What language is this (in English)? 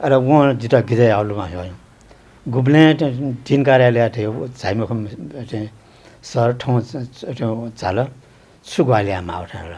Newari